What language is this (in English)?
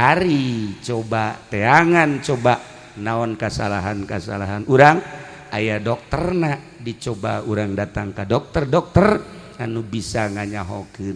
Sundanese